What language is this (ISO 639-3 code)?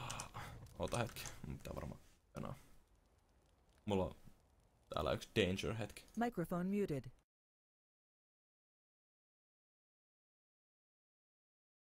fin